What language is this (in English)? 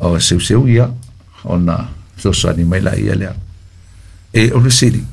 Samoan